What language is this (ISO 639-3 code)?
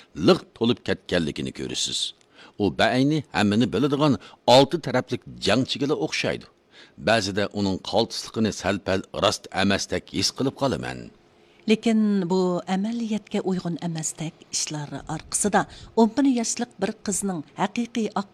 uig